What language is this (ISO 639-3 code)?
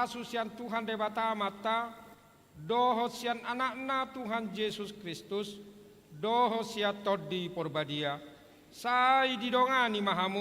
bbc